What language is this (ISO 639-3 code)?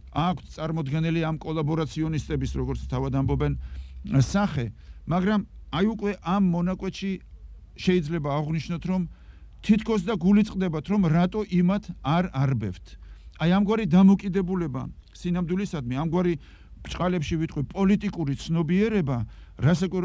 kat